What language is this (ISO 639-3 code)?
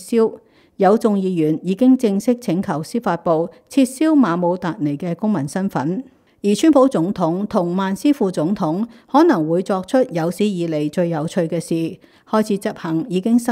yue